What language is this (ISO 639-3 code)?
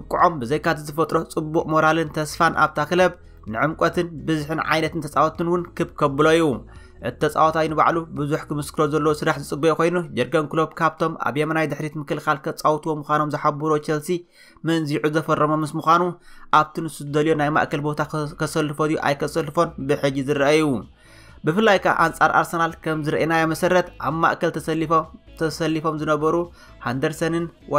tir